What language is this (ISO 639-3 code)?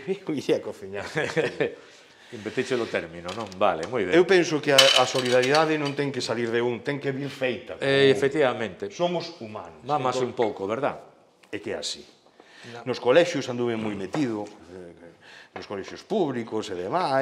glg